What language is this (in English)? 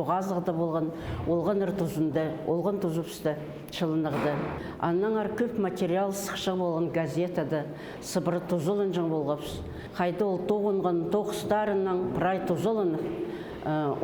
Khakas